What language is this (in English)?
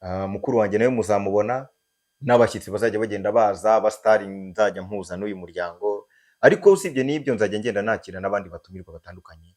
Kinyarwanda